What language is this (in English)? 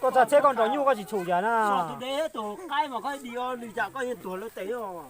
Hmong